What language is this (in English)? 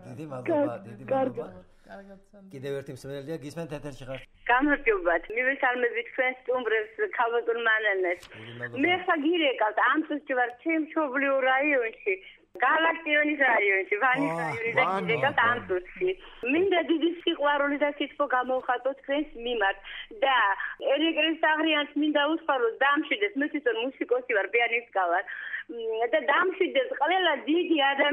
Georgian